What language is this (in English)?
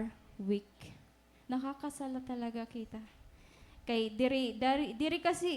Waray